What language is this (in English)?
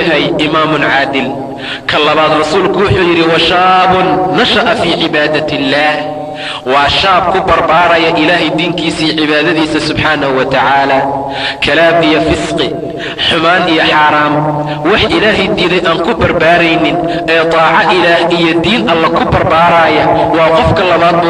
Somali